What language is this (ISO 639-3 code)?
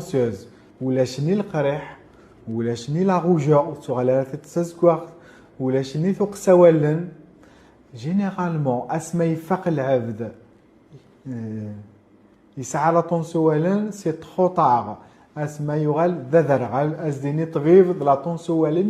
kab